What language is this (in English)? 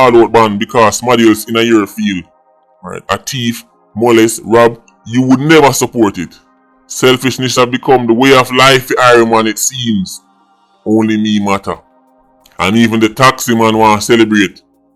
Jamaican Creole English